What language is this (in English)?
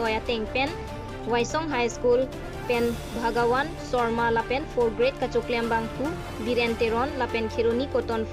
Karbi